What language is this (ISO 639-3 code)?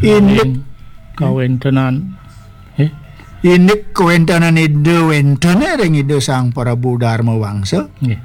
ban